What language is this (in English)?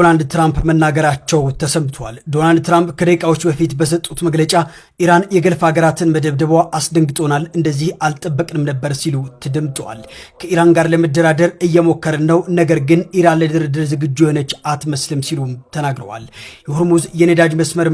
Amharic